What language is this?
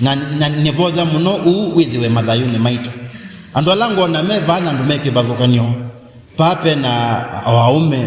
Kamba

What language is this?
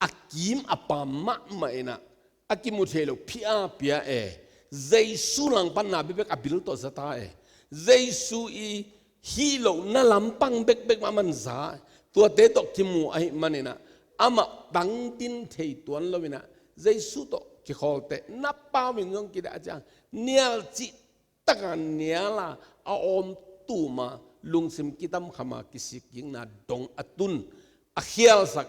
Tedim Chin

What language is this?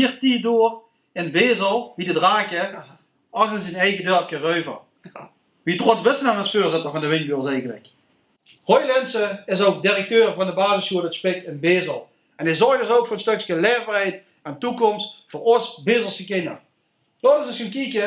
Limburgish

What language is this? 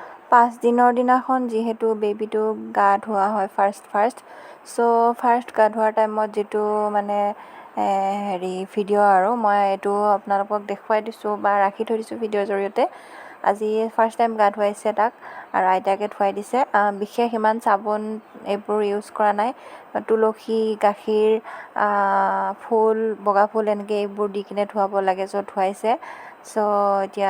Assamese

